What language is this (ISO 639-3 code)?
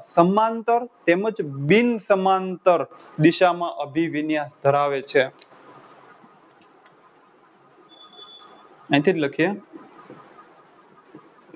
guj